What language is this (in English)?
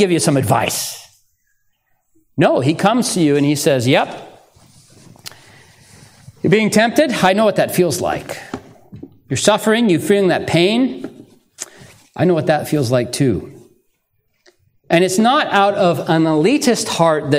English